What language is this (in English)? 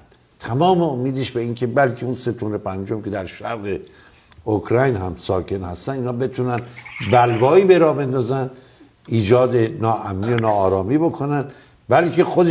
Persian